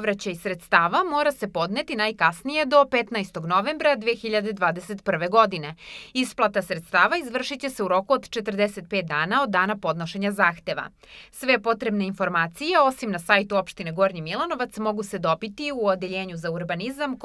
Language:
Serbian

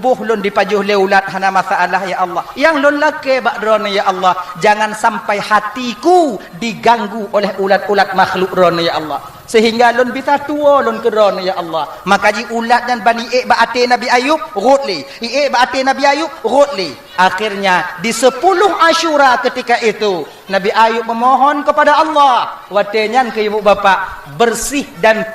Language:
Achinese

